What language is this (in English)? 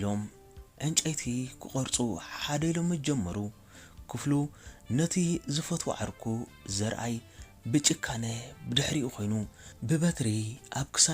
Tigrinya